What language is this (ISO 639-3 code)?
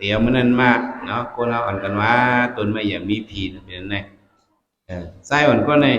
shn